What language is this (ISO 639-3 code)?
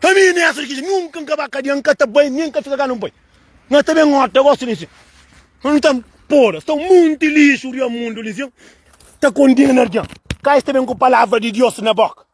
kea